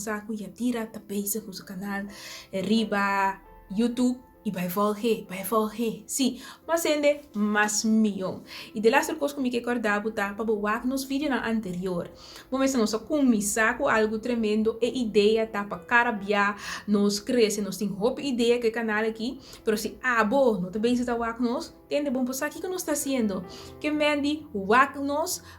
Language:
Papiamento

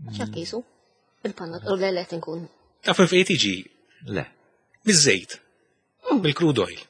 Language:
Maltese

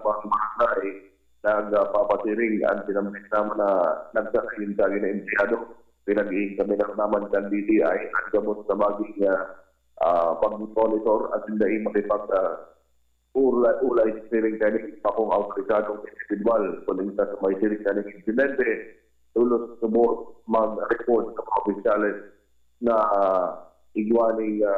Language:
Bikol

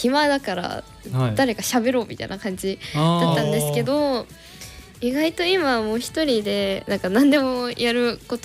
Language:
Japanese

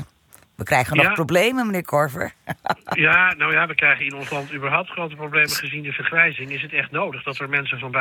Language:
Dutch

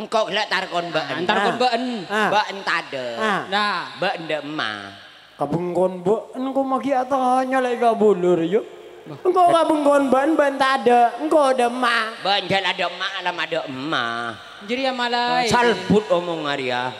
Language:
Madurese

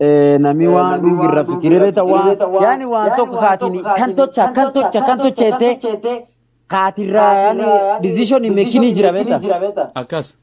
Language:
Oromo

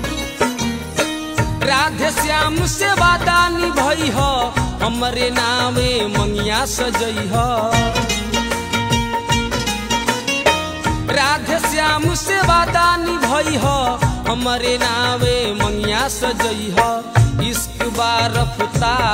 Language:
Bhojpuri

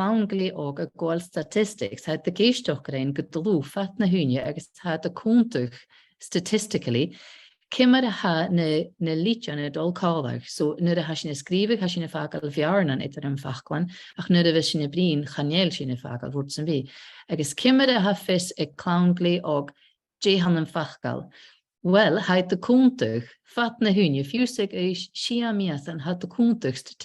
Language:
Scottish Gaelic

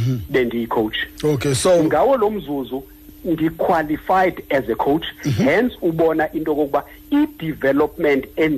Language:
Xhosa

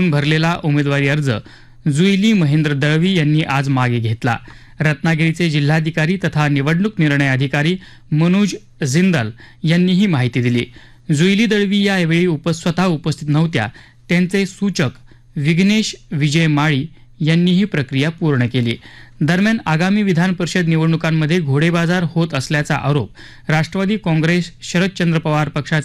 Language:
Marathi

